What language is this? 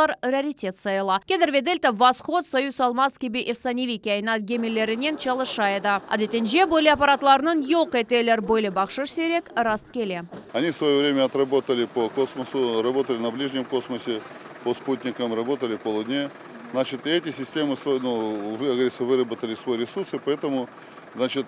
Crimean Tatar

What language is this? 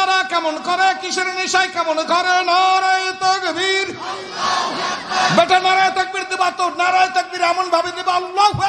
Bangla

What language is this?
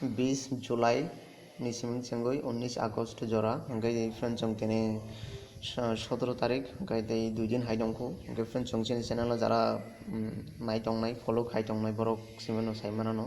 Kok Borok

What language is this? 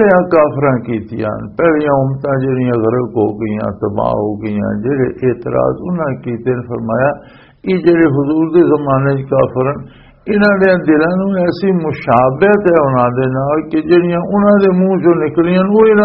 Western Panjabi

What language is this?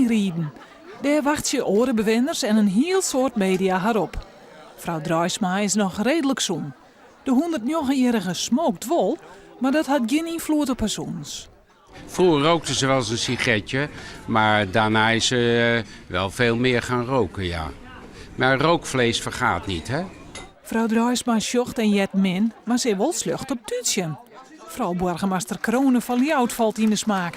Western Frisian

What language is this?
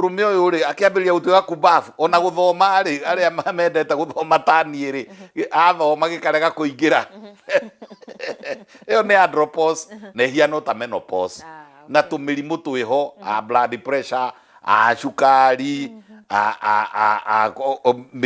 Kikuyu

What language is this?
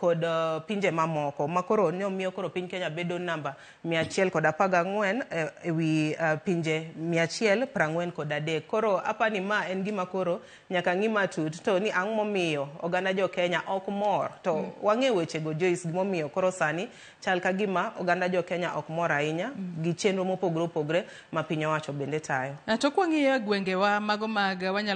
Luo (Kenya and Tanzania)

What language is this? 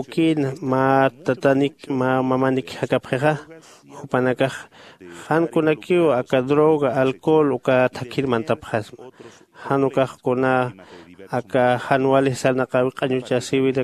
Aymara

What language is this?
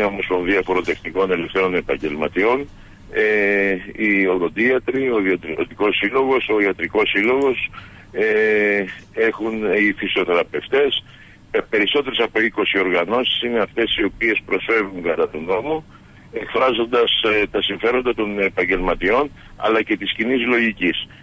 Greek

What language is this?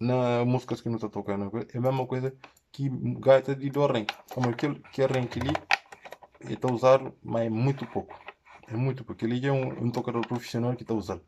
Kabuverdianu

